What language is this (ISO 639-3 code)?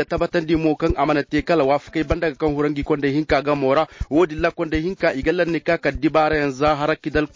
ses